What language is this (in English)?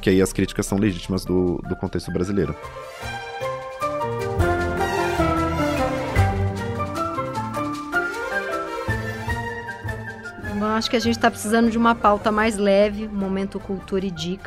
Portuguese